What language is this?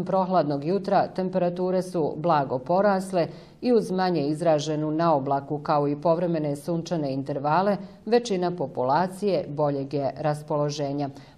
Bosnian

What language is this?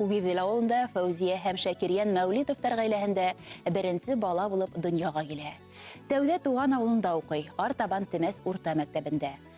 Bashkir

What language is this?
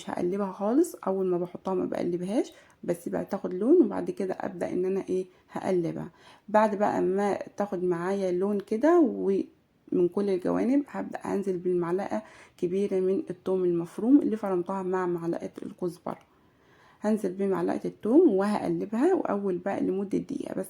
Egyptian Arabic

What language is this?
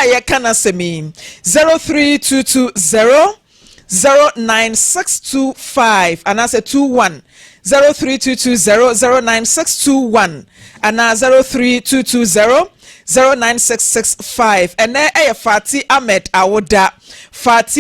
Akan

